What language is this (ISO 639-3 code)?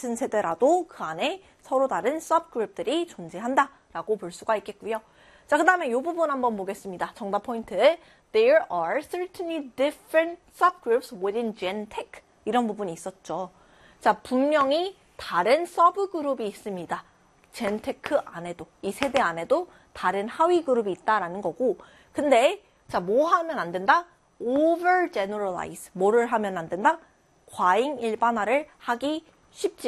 kor